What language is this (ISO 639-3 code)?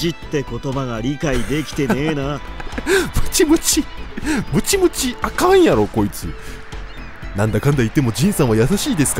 jpn